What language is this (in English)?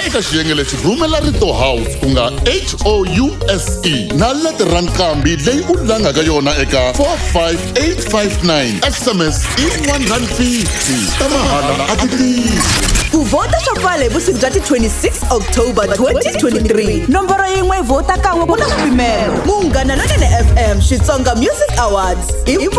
Tsonga